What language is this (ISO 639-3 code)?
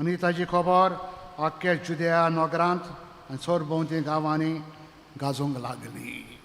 kok